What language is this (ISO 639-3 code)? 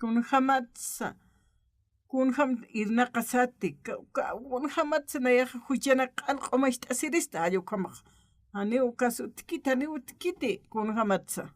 aym